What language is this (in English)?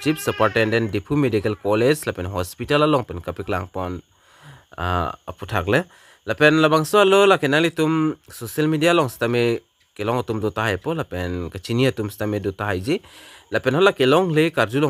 Karbi